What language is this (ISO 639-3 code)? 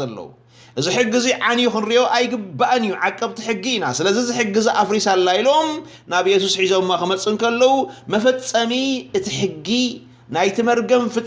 tir